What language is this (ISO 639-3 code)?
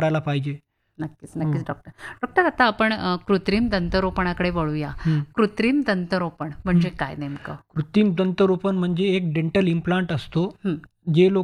mar